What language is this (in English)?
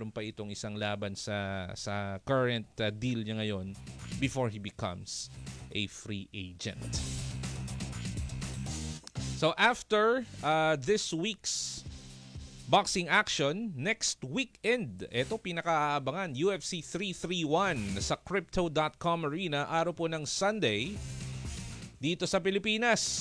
Filipino